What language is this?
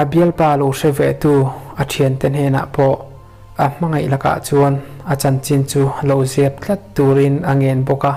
Mizo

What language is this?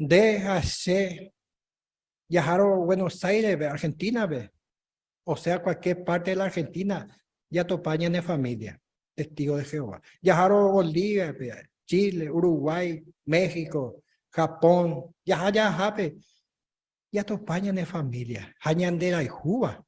Guarani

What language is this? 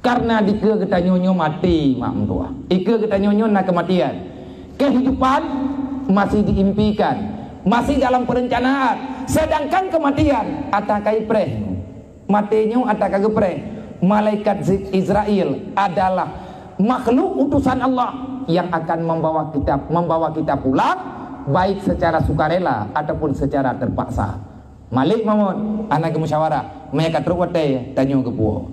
Achinese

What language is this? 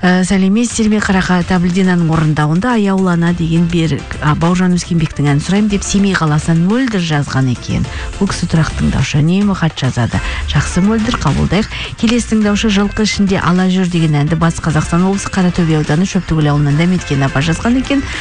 Kazakh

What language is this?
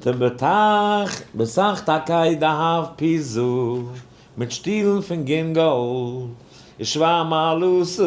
Yiddish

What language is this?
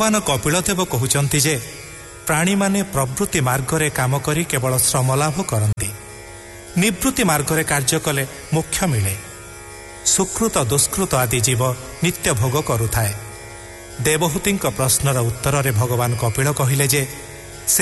Odia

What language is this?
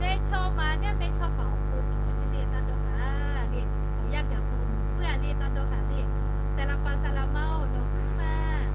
Lahu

